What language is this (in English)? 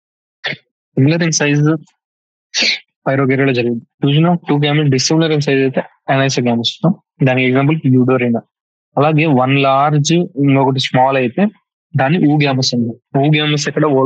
Telugu